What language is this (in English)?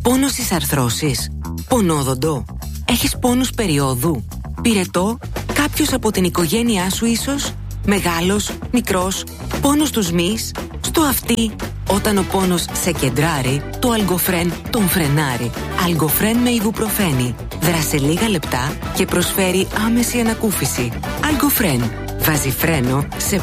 Greek